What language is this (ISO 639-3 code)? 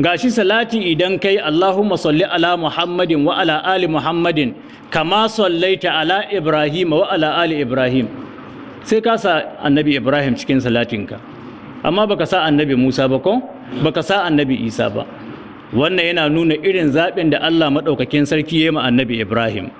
hau